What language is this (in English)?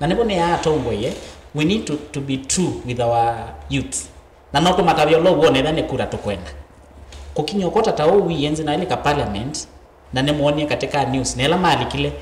Kamba